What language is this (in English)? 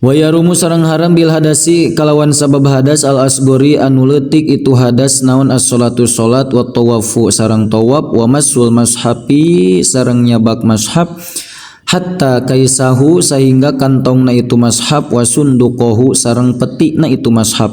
Sundanese